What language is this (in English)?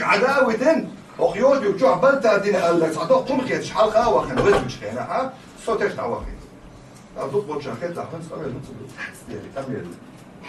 Chechen